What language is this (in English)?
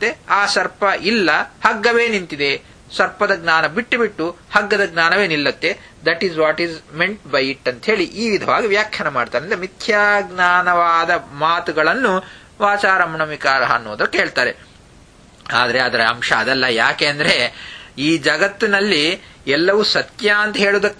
Kannada